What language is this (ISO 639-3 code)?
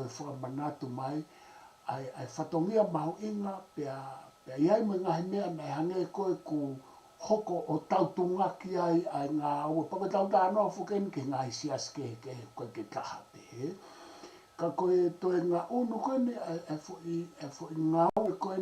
ton